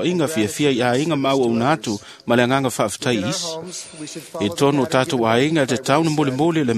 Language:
Samoan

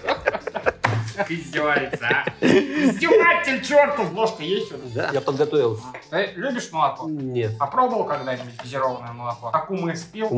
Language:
Russian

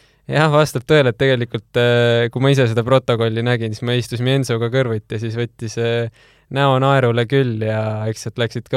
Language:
Estonian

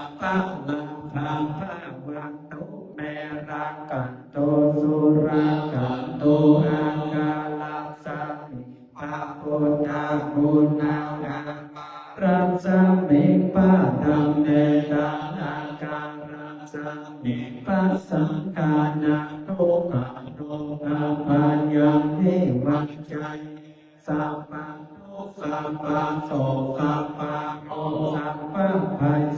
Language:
Pali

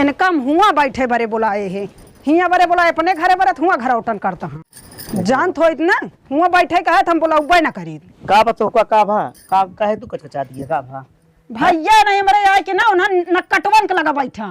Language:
Awadhi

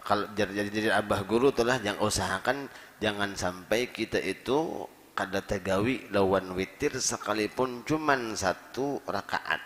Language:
Banjar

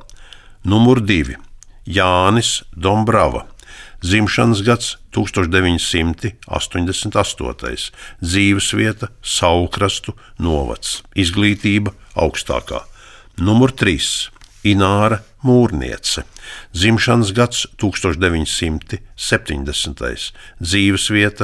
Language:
Latvian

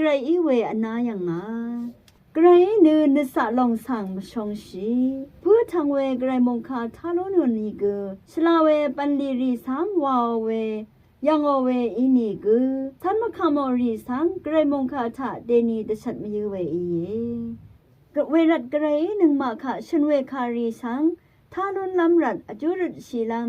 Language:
Rawang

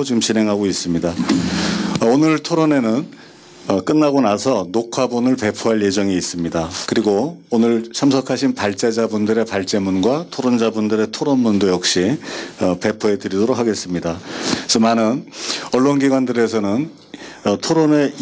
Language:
Korean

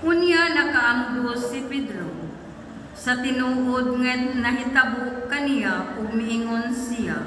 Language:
Cebuano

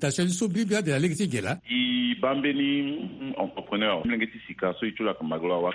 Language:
Sango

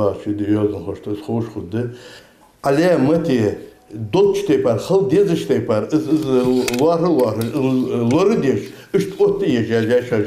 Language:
Ingush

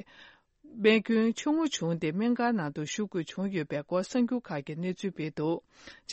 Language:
Tibetan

